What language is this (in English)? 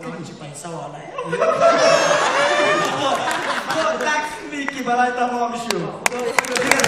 Persian